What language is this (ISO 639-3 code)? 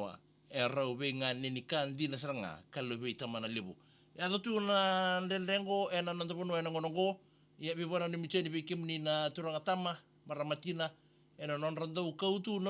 fij